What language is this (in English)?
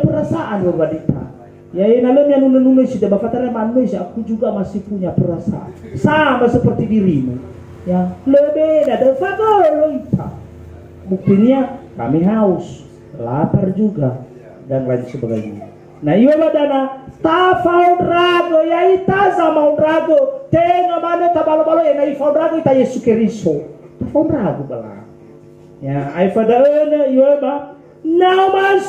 Nias